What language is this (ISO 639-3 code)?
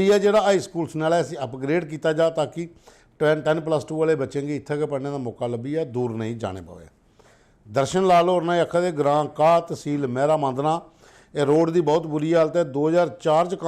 doi